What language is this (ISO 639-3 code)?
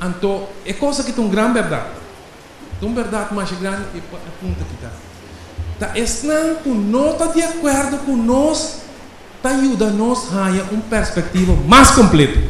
pap